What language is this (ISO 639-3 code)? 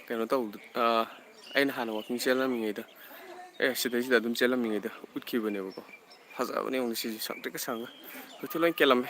mni